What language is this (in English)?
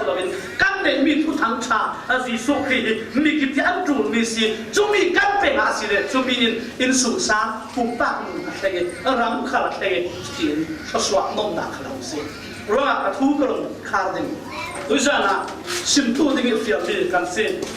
Falam Chin